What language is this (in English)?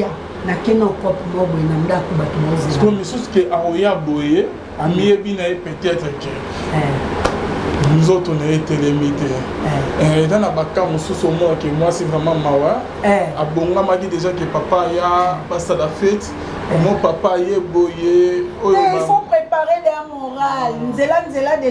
Lingala